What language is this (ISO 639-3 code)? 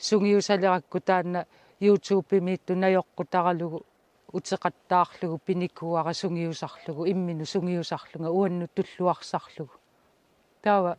kal